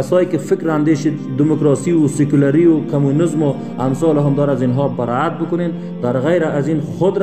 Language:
Persian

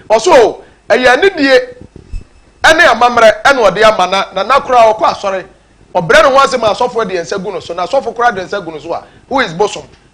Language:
Akan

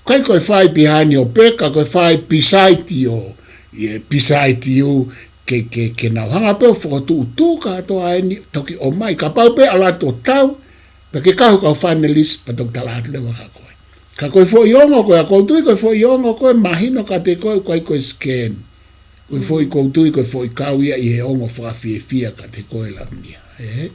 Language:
Tongan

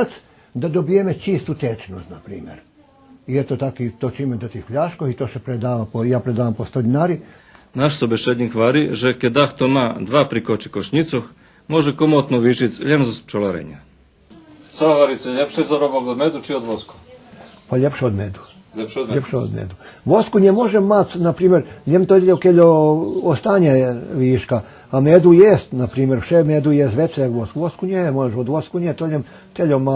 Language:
Rusyn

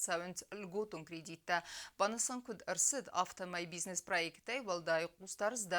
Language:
Ossetic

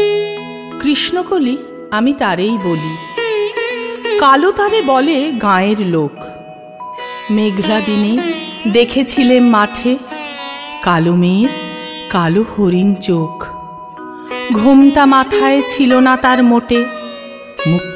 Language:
Bangla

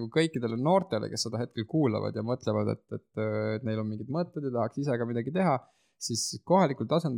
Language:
Estonian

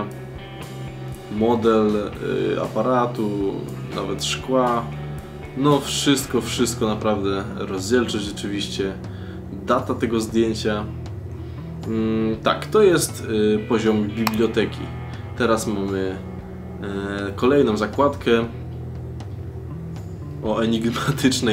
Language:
Polish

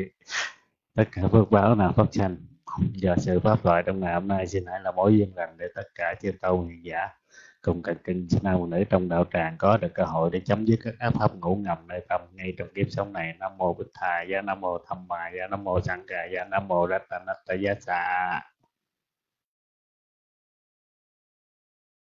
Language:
Vietnamese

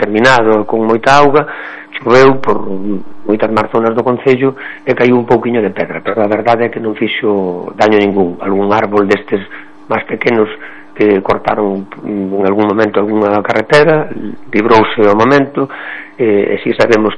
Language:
Galician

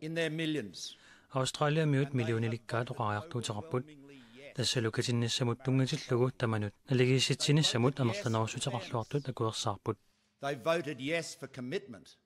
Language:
Kalaallisut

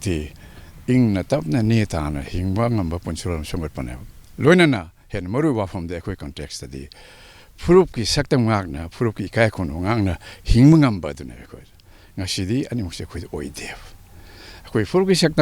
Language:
Manipuri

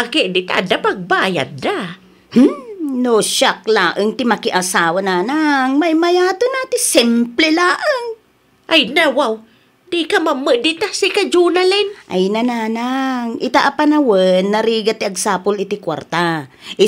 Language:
Iloko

